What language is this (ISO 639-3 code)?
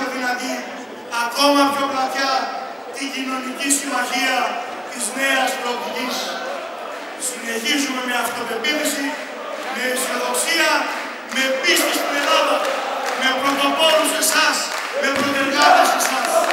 ell